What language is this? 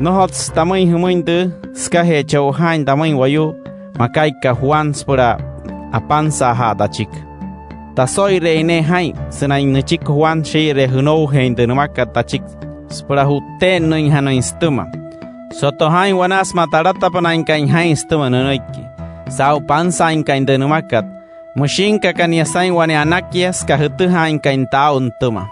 Wayuu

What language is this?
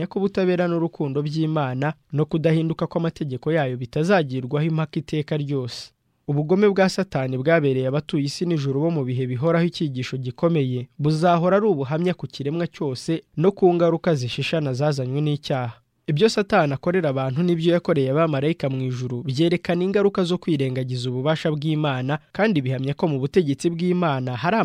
Kinyarwanda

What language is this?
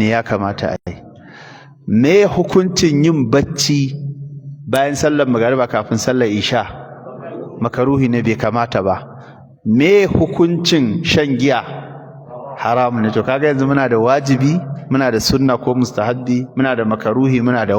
Hausa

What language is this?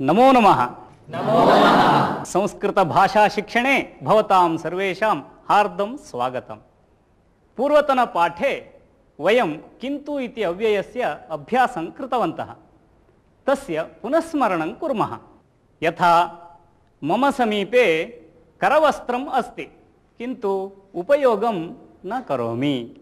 Sanskrit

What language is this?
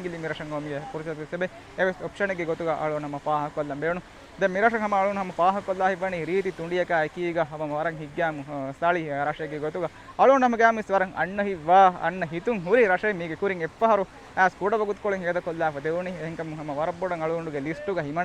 Divehi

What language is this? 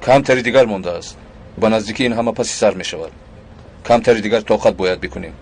Tajik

